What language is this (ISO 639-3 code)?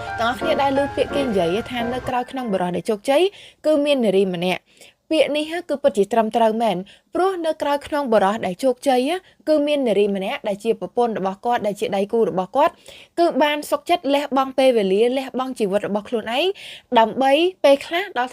khm